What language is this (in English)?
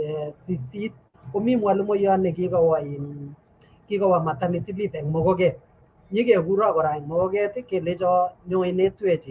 Kalenjin